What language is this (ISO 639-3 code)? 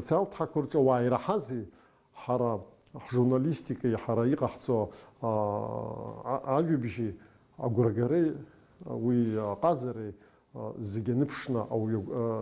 abk